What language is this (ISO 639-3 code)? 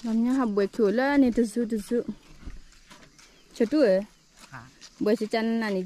ksw